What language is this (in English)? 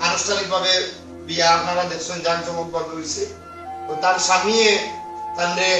Sylheti